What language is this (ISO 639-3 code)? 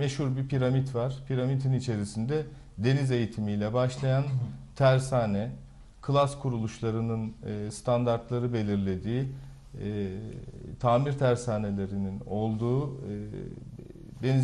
tur